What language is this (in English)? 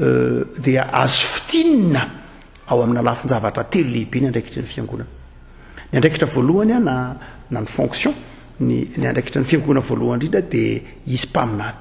Malagasy